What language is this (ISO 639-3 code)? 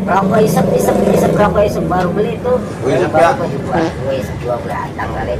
bew